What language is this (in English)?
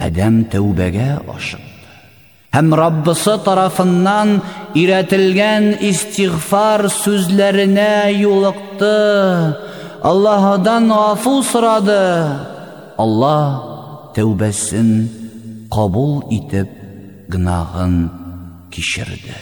Tatar